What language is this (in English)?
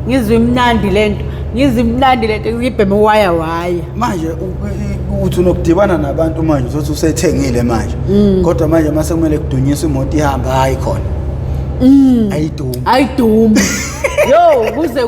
Zulu